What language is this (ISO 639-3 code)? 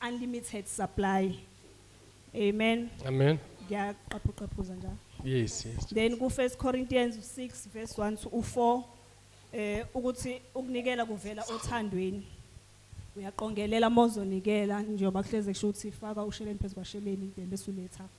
zul